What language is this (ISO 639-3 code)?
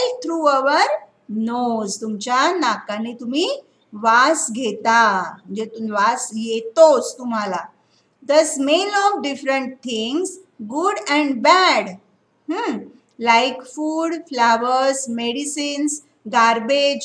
mar